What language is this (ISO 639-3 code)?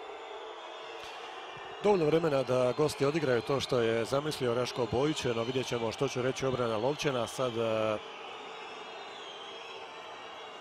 hrv